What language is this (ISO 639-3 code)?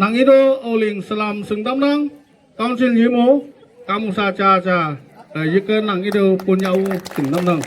nag